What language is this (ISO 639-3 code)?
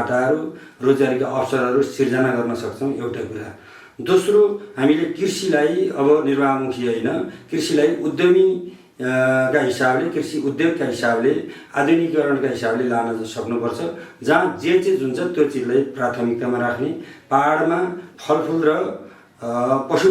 nep